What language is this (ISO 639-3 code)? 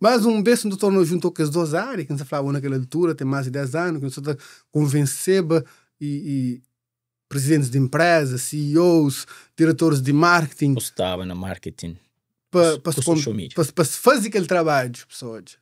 kea